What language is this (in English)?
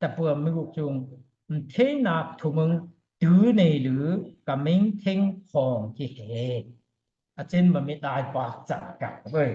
Daai Chin